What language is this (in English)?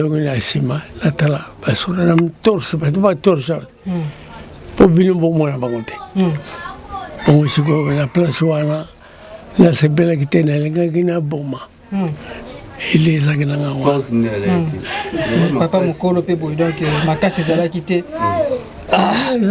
Lingala